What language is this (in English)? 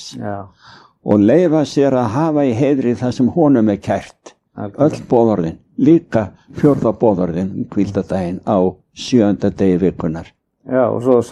Icelandic